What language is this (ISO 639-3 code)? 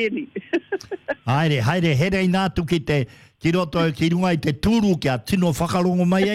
mri